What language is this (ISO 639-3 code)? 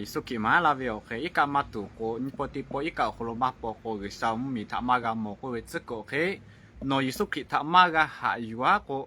lhu